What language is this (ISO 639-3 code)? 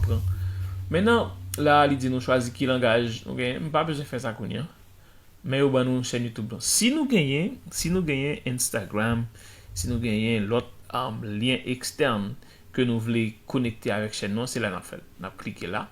hat